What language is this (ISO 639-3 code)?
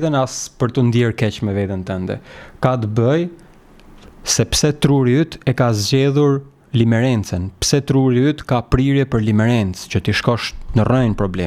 sqi